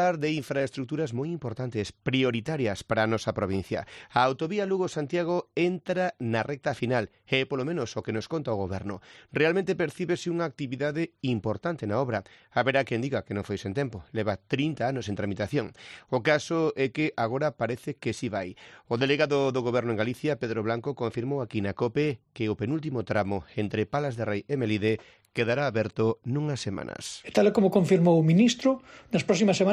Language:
Galician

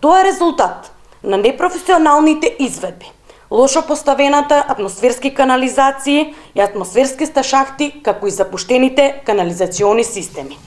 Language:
Macedonian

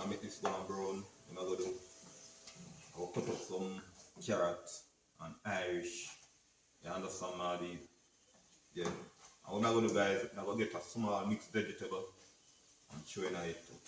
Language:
Jamaican Creole English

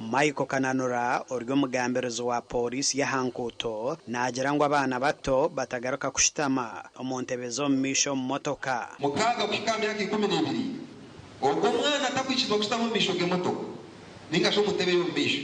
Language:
Nyankole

